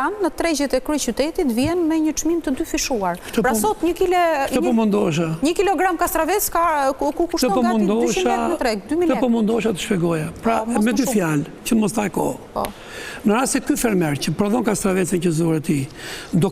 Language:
Albanian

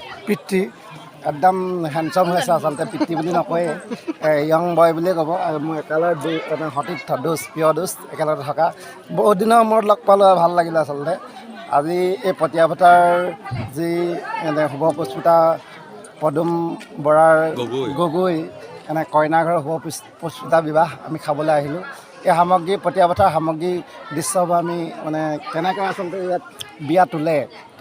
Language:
Assamese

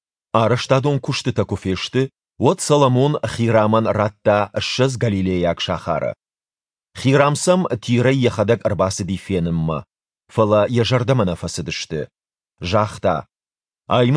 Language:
Ossetic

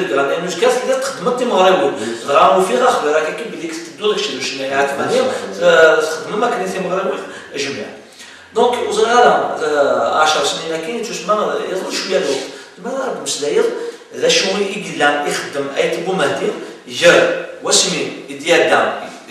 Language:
Kabyle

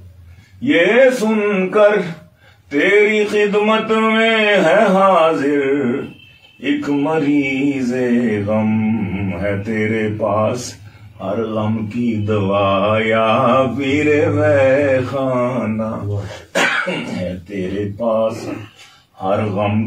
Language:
Urdu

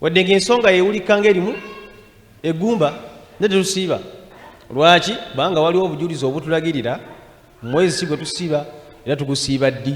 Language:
Ganda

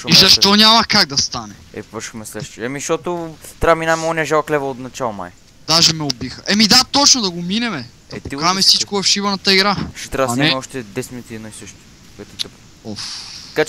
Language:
Bulgarian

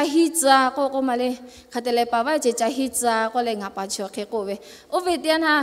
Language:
Lahu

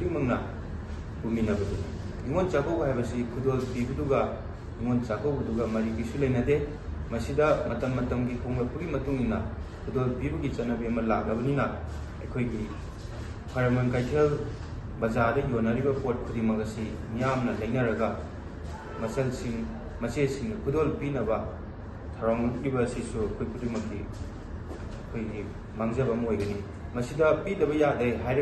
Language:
Manipuri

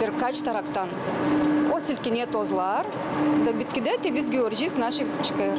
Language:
Gagauz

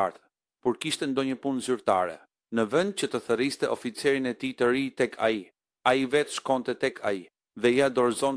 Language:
Albanian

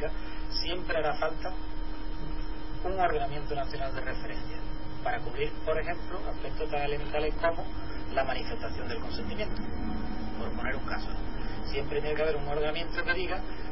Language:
Spanish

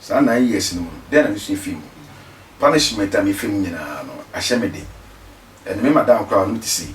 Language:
Akan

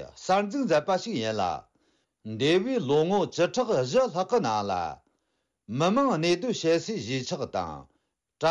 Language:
Tibetan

